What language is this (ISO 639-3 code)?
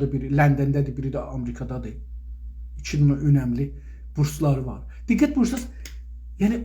azb